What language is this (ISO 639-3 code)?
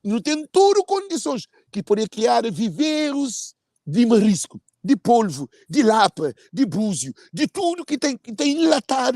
kea